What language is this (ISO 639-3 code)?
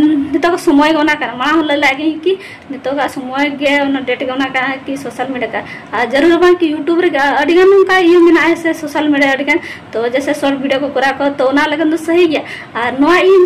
sat